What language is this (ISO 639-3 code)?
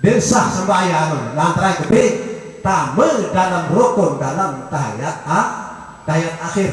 sas